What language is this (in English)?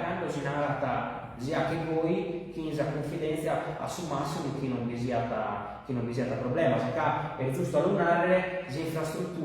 Sardinian